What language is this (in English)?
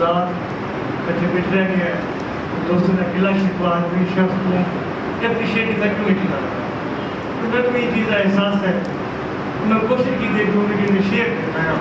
Saraiki